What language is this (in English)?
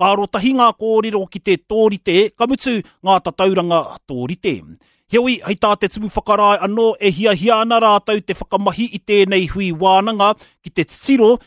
Māori